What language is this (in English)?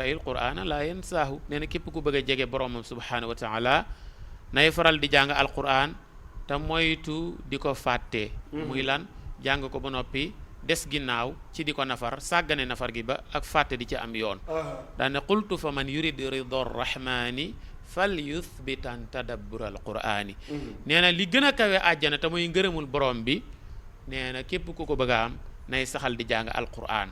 Wolof